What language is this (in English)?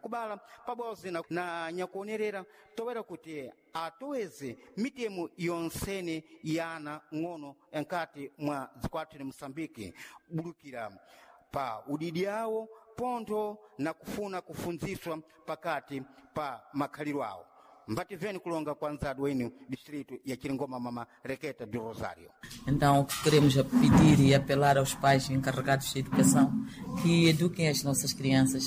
Sena